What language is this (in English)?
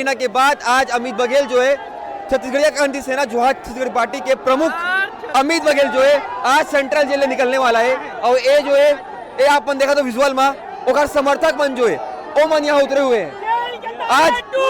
Chhattisgarhi